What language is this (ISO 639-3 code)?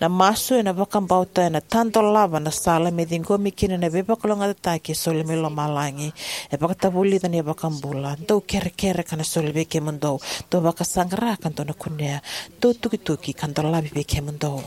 fij